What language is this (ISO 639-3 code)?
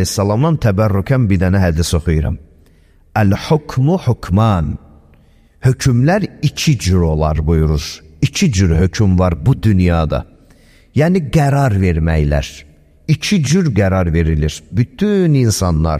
aze